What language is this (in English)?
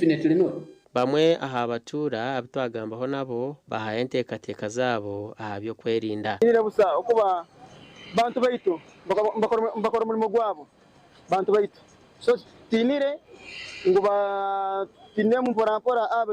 Nyankole